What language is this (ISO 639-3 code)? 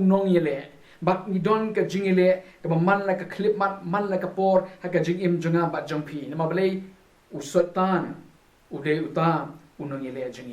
kha